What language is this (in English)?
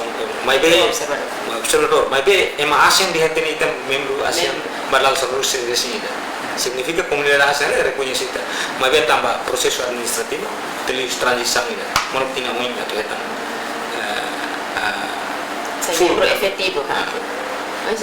Tetum